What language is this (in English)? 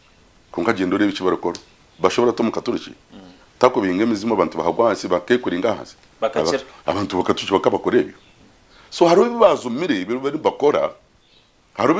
Nyankole